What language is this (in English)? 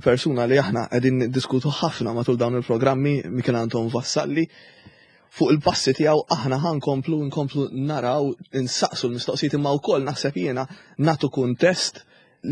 Maltese